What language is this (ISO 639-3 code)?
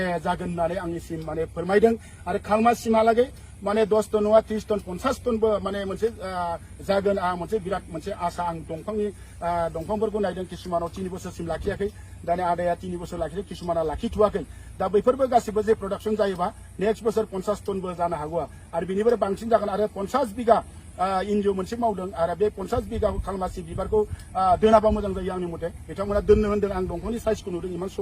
brx